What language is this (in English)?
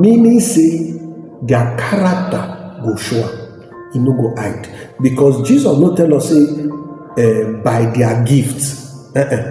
Nigerian Pidgin